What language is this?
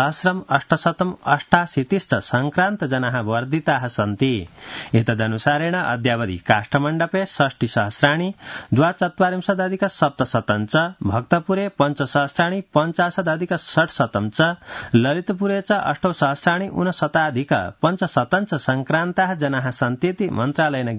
Sanskrit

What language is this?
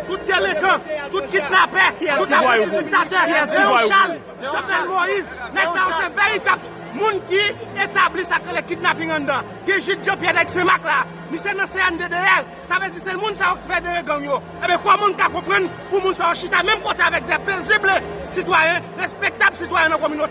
Haitian Creole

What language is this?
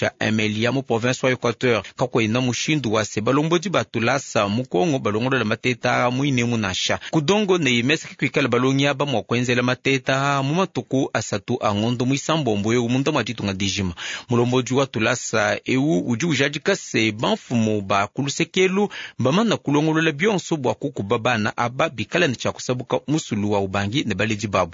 Luba-Lulua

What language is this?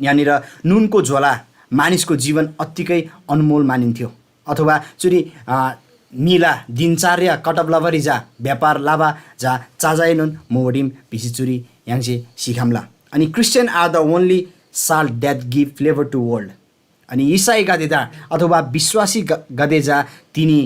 Eastern Tamang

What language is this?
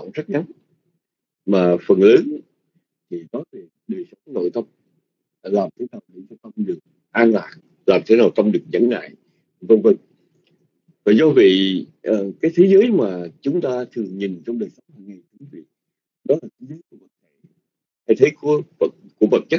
Vietnamese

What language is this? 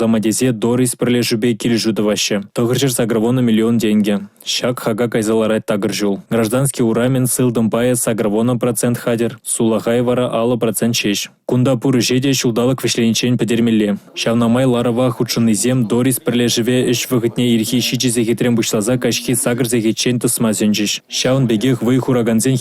Chuvash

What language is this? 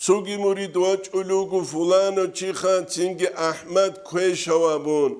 Avaric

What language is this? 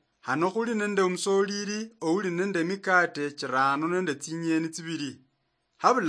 Luyia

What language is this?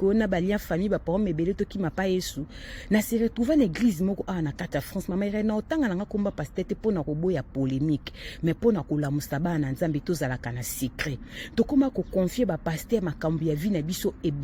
Lingala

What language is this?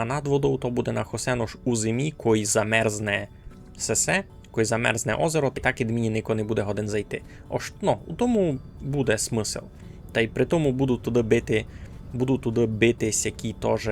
Rusyn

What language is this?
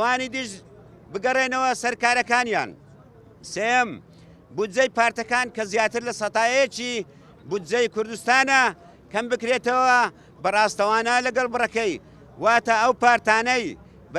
Central Kurdish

